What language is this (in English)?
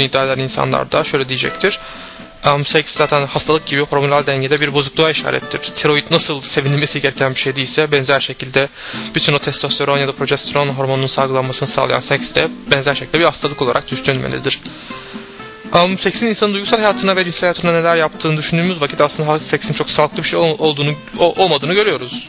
Turkish